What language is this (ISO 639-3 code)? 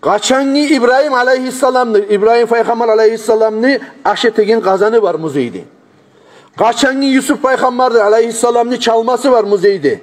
kum